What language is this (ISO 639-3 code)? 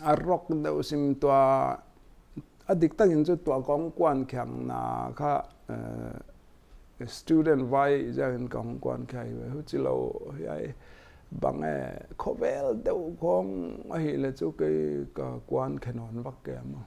pck